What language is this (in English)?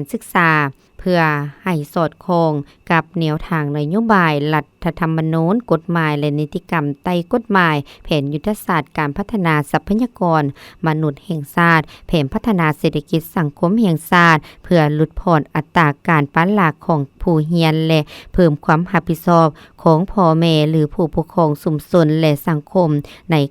Lao